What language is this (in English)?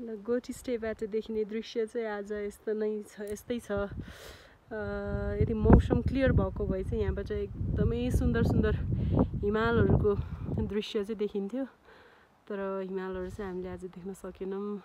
Nepali